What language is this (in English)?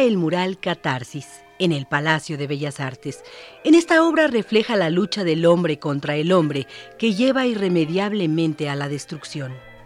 Spanish